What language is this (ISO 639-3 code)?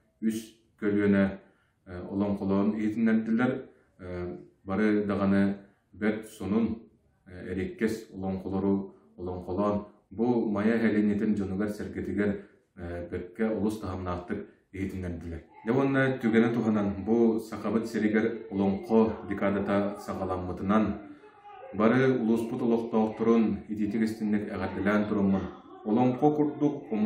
sah